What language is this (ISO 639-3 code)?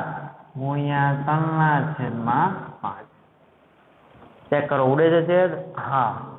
guj